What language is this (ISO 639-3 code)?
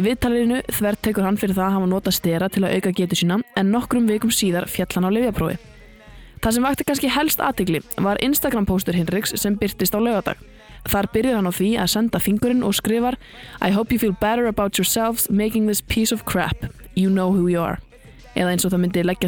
isl